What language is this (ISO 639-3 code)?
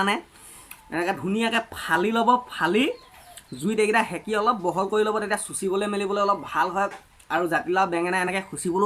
asm